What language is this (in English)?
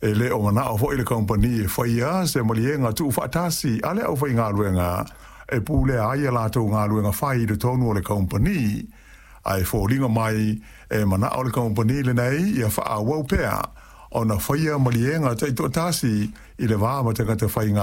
Samoan